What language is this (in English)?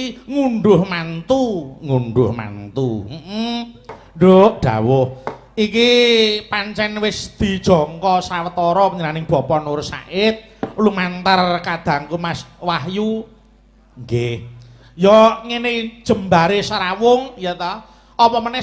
Javanese